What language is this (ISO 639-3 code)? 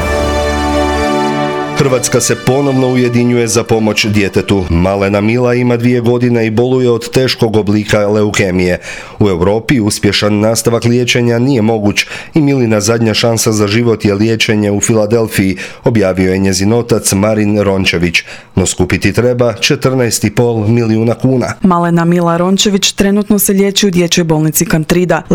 hrv